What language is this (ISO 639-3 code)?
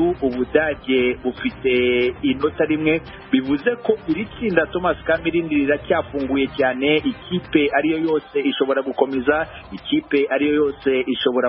kin